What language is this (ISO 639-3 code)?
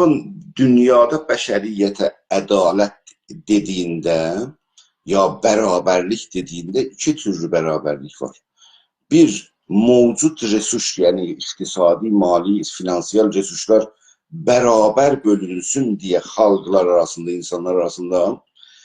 azb